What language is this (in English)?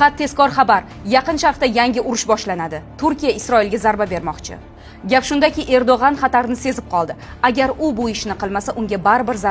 Uzbek